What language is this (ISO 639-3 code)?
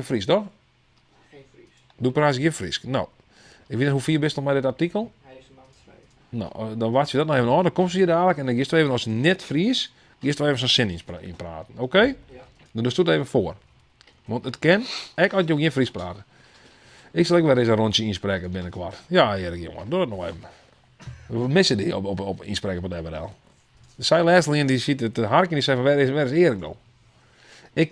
fry